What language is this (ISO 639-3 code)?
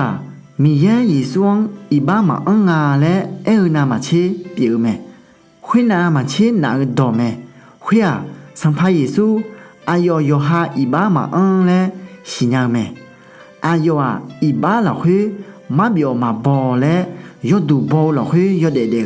ahk